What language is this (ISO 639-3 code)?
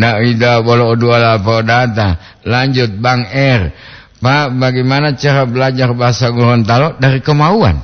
gor